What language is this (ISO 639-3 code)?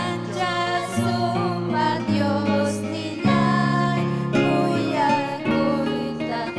quy